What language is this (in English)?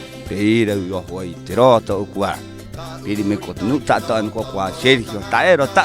Rapanui